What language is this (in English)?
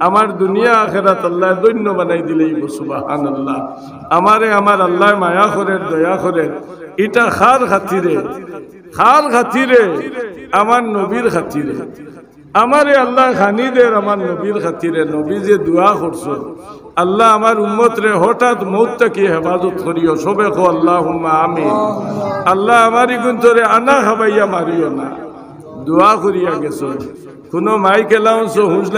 Sylheti